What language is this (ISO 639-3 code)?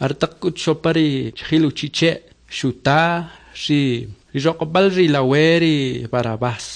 quc